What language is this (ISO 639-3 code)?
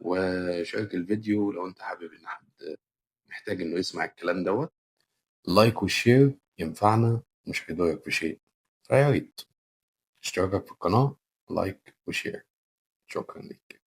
arz